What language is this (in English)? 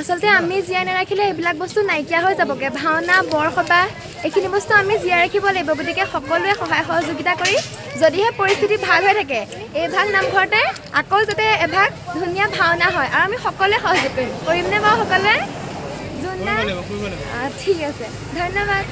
Assamese